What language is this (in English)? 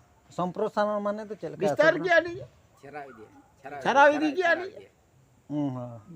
Santali